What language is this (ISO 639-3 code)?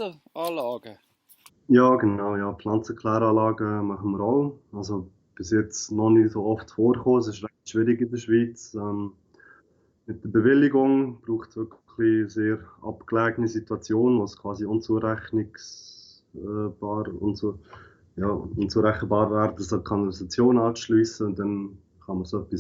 gsw